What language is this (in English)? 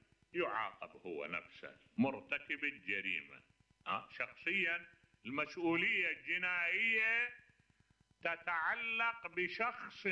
Mesopotamian Arabic